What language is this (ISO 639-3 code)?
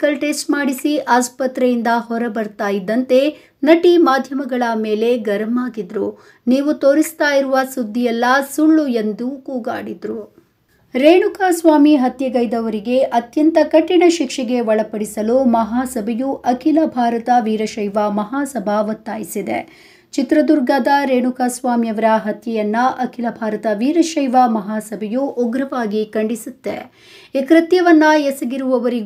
kan